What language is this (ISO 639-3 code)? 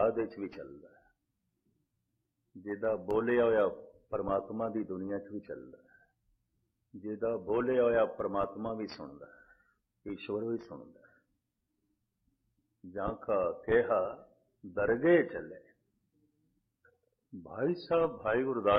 pan